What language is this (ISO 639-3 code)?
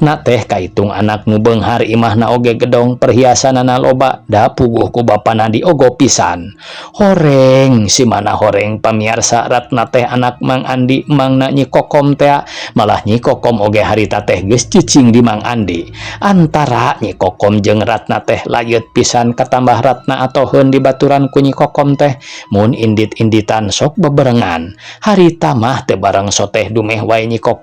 sun